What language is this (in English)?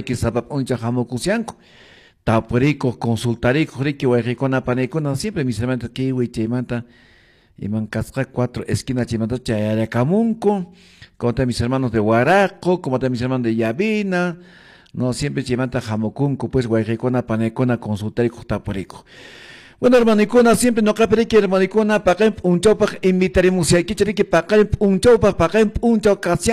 Quechua